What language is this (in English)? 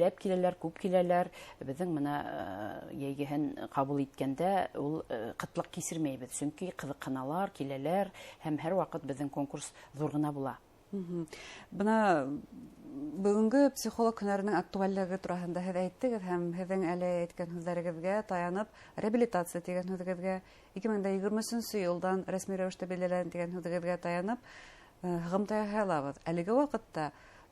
Bashkir